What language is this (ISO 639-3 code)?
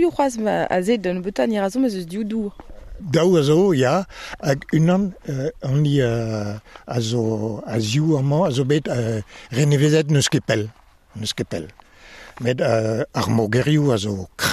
bre